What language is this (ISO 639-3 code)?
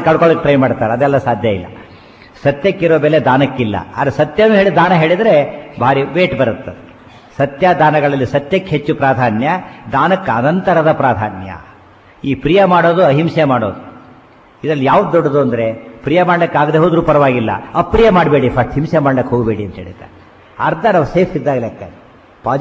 kan